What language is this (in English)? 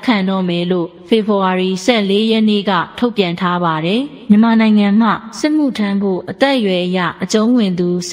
Burmese